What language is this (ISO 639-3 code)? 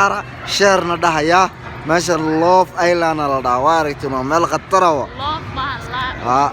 som